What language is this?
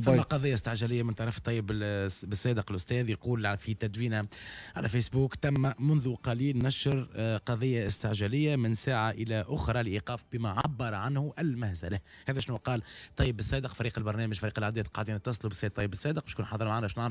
Tunisian Arabic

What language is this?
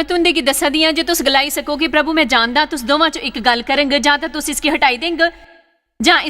Dogri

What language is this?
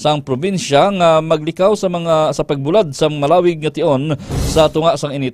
Hiligaynon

